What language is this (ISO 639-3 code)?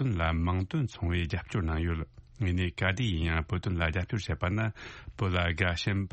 bod